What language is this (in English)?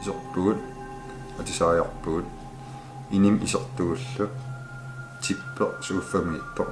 Kalaallisut